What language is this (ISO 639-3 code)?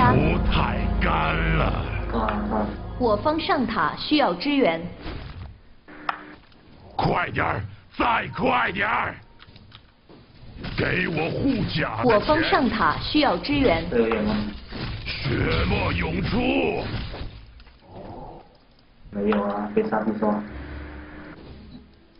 zho